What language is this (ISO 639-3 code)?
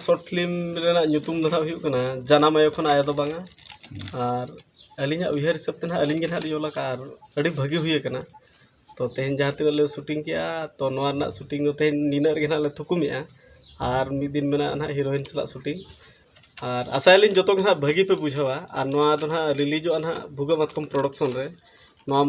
sat